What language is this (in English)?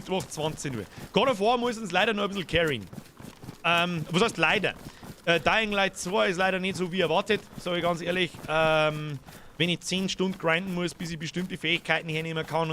Bavarian